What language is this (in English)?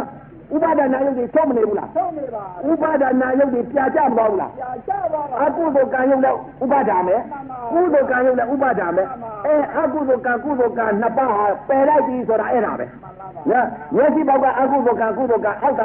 Burmese